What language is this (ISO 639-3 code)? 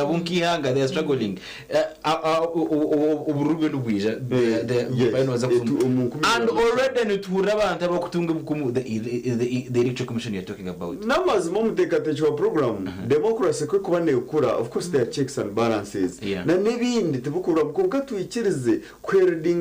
nyn